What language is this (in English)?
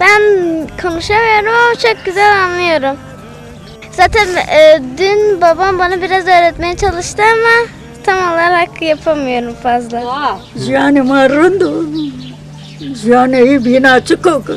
Zaza